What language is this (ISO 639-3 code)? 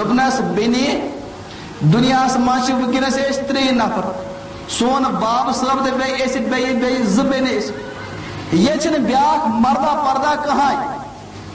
kas